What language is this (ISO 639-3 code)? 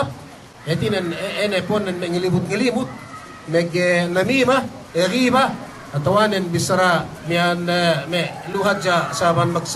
yka